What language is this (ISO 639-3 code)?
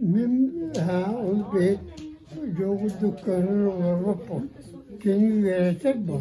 sah